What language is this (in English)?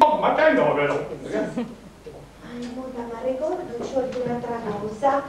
Sardinian